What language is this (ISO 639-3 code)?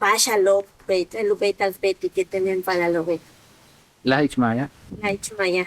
yua